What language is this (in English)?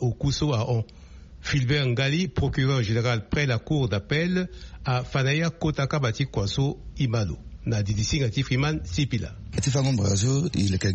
Sango